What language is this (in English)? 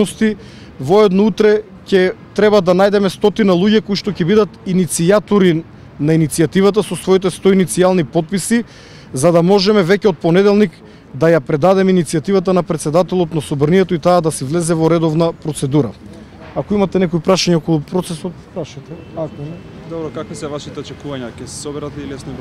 Macedonian